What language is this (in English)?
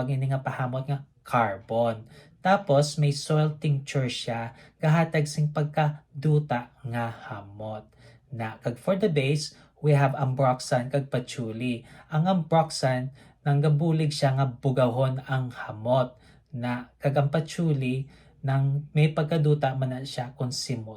Hiligaynon